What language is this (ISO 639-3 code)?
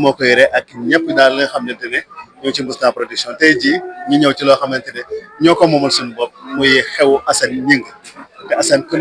wol